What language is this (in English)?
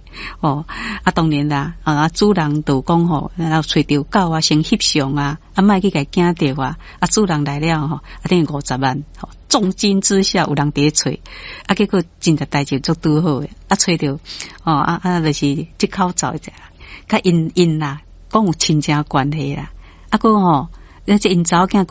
Min Nan Chinese